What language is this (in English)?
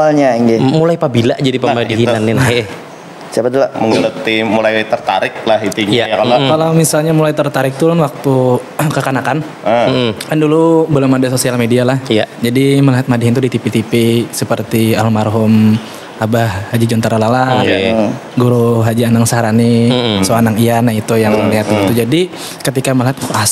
Banjar